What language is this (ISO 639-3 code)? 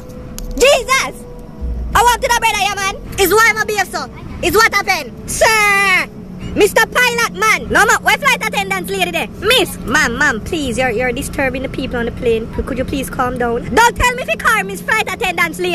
jam